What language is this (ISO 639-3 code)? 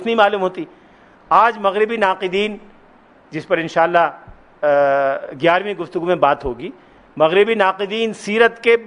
urd